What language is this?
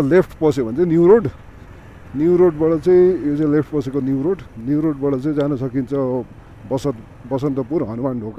Nepali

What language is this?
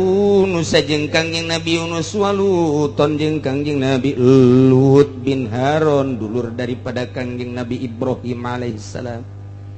Sundanese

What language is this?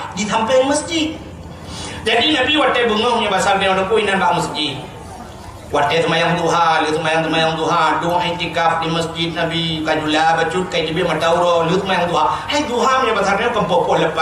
Achinese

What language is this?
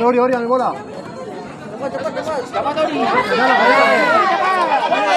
Ambonese Malay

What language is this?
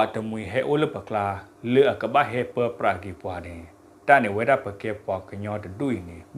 S'gaw Karen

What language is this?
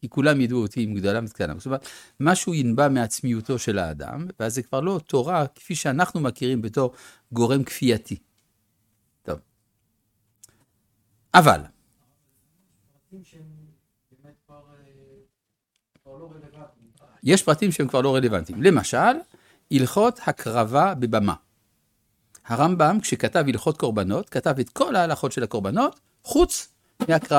Hebrew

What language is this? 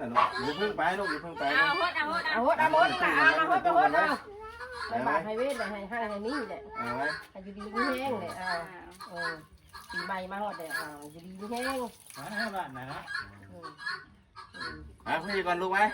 Northeastern Thai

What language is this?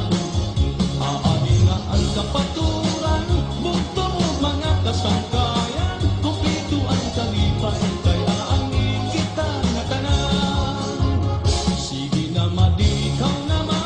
Waray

